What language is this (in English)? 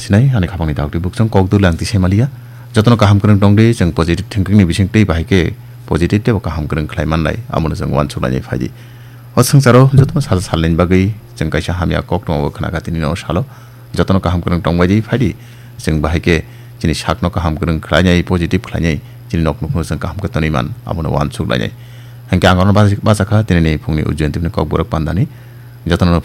Kok Borok